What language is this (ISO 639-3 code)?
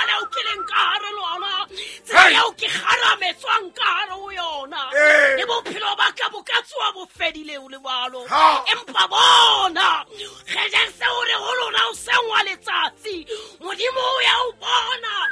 sot